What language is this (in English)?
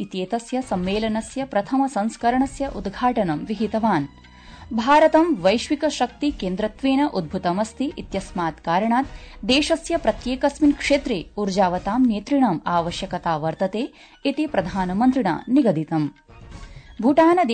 Sanskrit